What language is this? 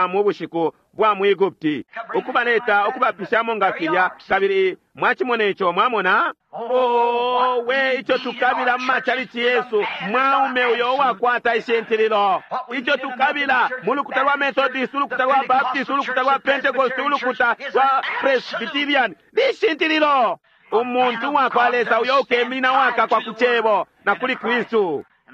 Bemba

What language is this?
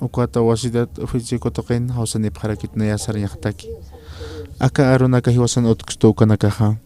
Aymara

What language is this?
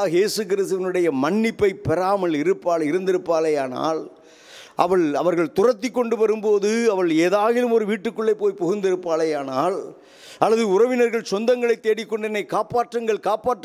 Tamil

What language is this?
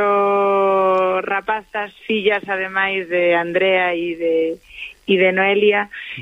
Galician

